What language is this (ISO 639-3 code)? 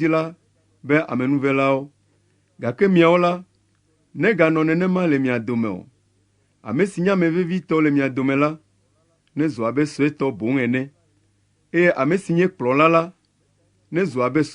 ewe